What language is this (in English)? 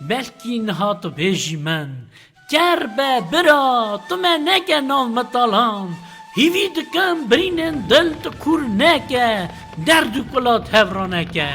Kurdish